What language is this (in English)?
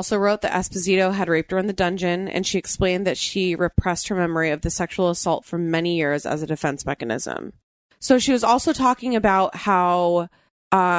English